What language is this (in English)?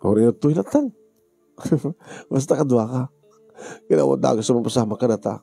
Iloko